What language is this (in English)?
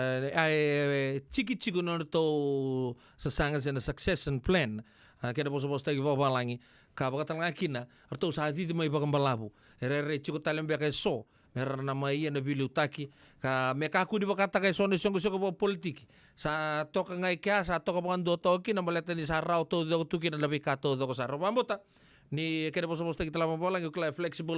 Fijian